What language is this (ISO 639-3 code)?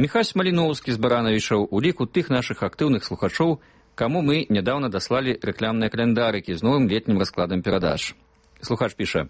bel